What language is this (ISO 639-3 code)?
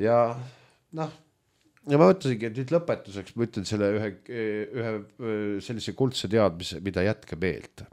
est